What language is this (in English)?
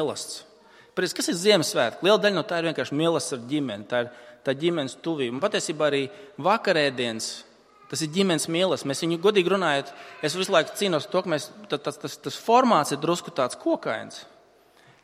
Latvian